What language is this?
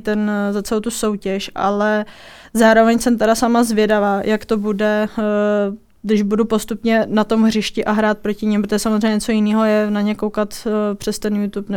Czech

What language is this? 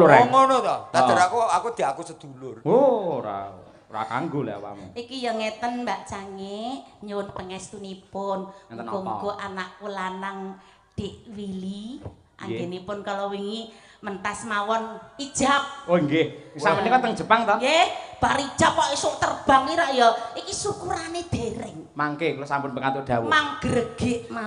Javanese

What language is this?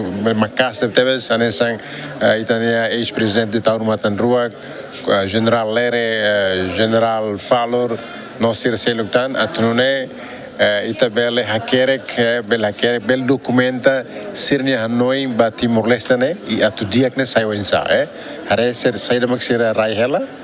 Tetum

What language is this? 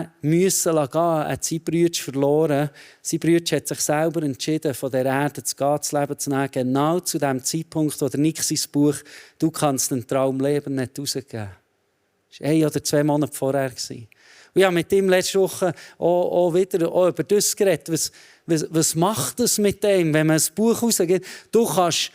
Swiss German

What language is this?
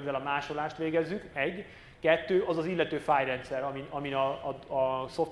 Hungarian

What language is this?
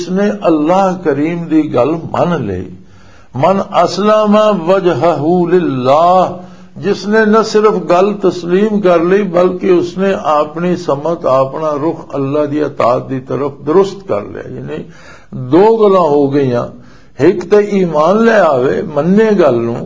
Western Panjabi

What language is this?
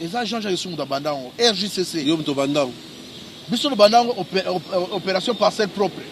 Lingala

